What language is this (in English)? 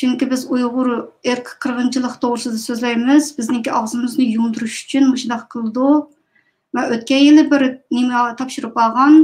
Uyghur